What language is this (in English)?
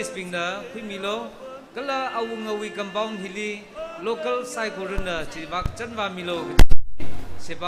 Tangkhul Naga (India)